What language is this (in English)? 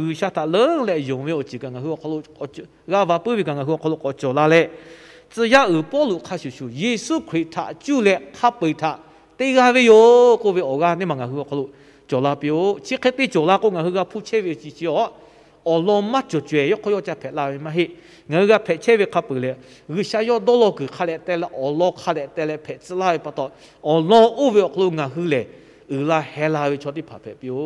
Lahu